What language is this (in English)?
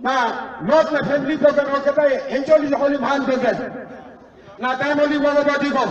Tok Pisin